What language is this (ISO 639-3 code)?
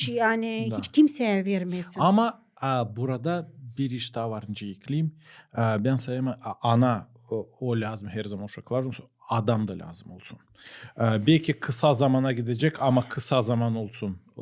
gag